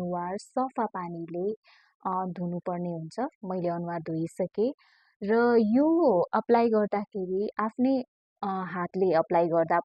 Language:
Nepali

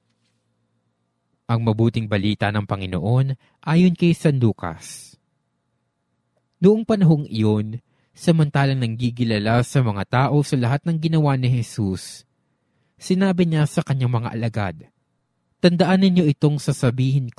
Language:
Filipino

